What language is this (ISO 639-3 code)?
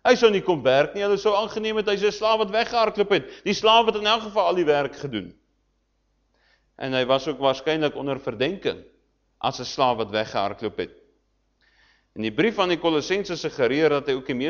afr